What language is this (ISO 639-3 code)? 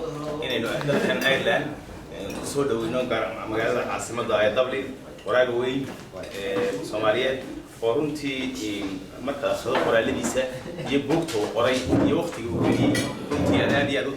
som